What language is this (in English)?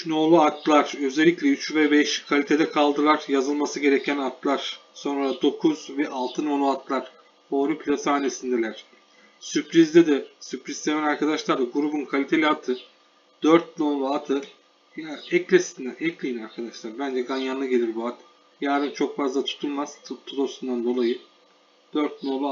Turkish